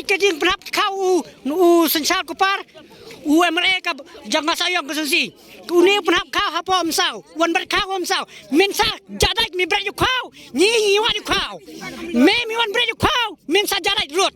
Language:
Khasi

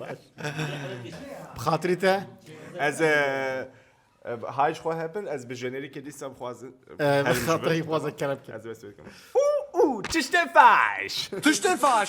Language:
Kurdish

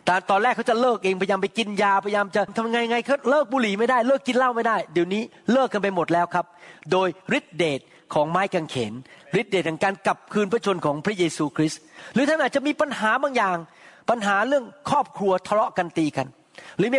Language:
Thai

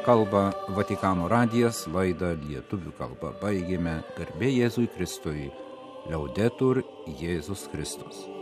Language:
Lithuanian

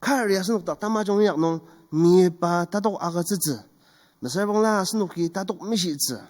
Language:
Ao Naga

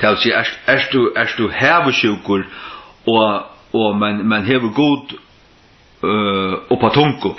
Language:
Faroese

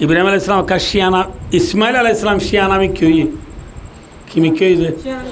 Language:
Rohingya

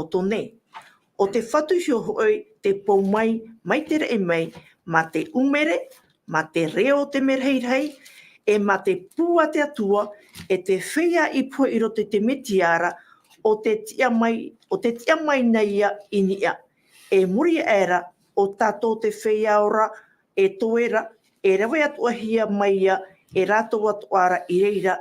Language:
Tahitian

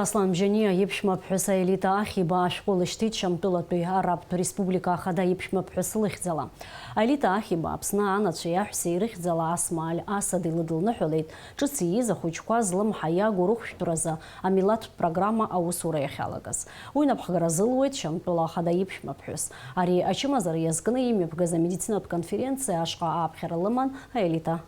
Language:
Abkhazian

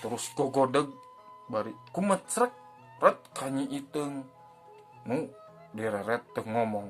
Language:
Sundanese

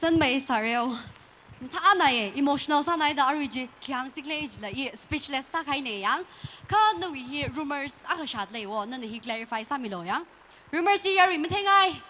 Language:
Tangkhul Naga (India)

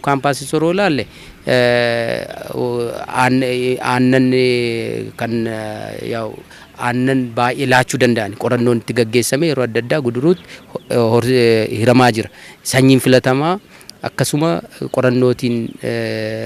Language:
Oromo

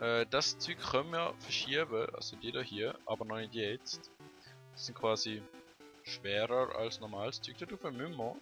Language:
Swiss German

